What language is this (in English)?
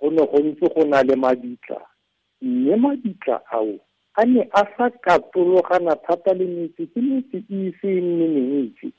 Tswana